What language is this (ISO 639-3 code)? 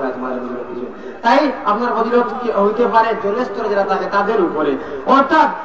syl